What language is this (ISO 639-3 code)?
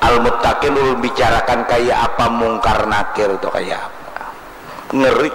bjn